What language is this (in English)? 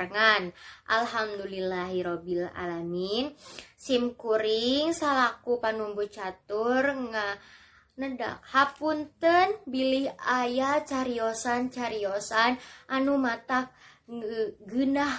Sundanese